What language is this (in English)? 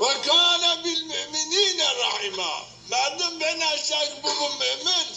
Zaza